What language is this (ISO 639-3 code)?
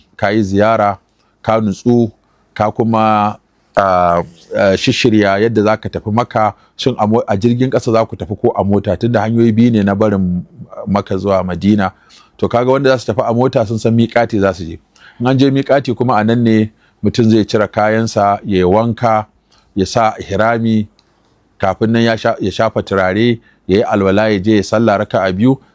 hau